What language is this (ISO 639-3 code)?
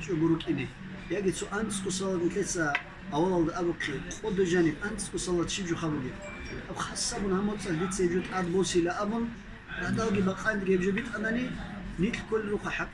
ava